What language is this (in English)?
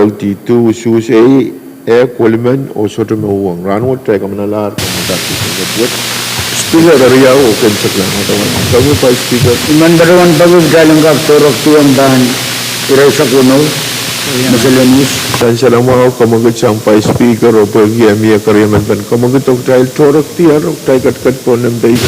Pohnpeian